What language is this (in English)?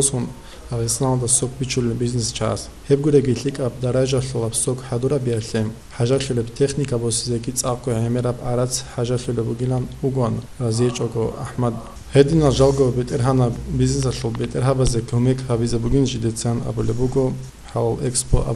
Avaric